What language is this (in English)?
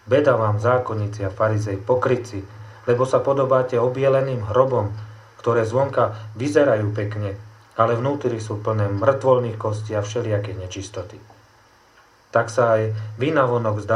Slovak